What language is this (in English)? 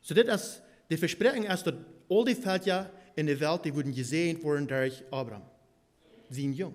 Plautdietsch